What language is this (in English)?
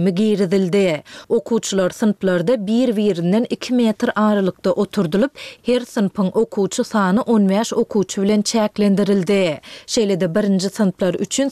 Turkmen